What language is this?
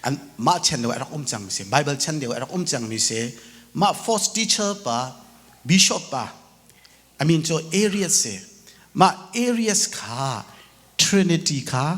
Hakha Chin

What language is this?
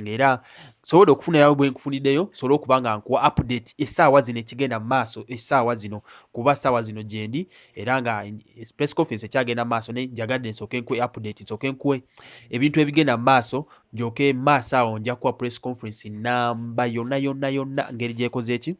Ganda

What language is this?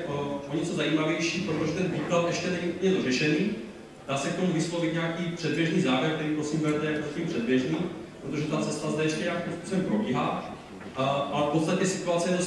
Czech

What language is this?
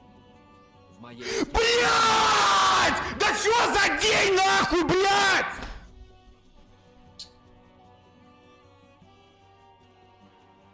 Russian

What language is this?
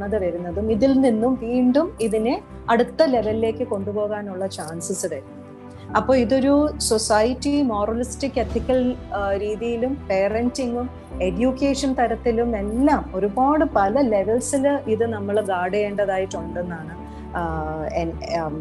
Malayalam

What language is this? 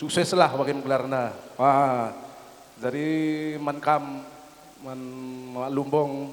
Batak Karo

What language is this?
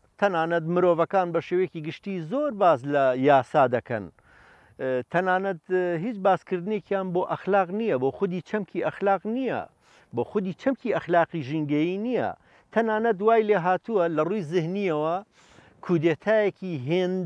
Central Kurdish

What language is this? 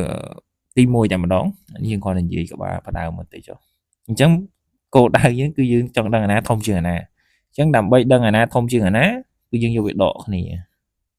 Khmer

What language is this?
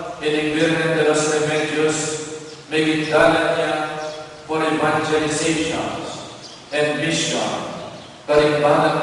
Pampanga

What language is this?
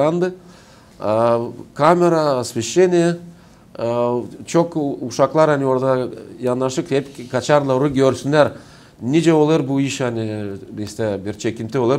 Gagauz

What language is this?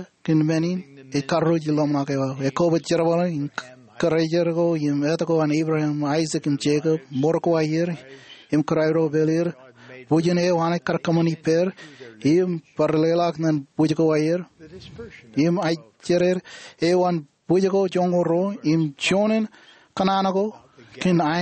Marshallese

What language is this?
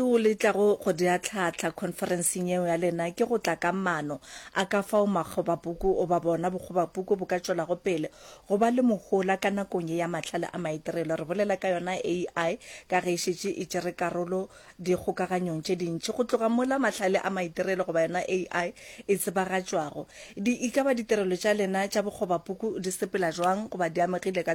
Northern Sotho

